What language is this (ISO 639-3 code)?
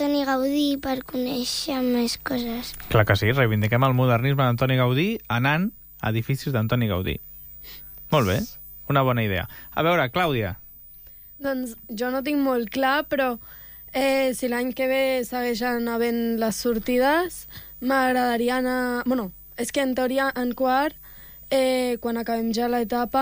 cat